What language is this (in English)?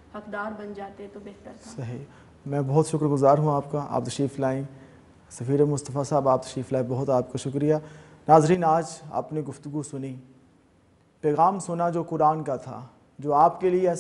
Urdu